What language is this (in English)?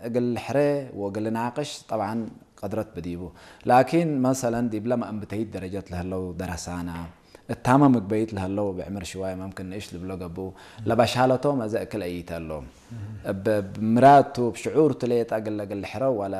Tigre